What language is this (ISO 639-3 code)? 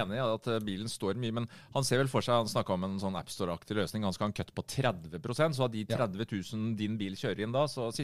nor